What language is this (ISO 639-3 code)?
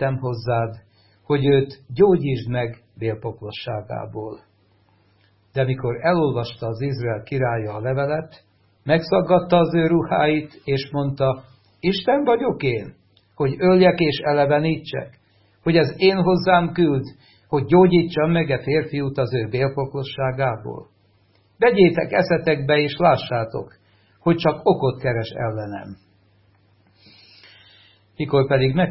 hun